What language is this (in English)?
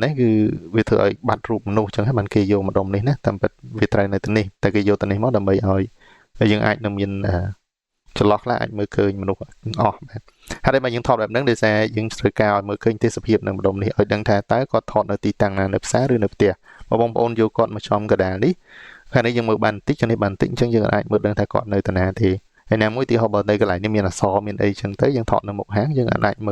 Khmer